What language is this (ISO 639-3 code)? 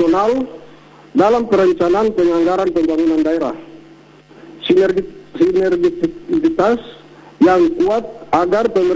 ind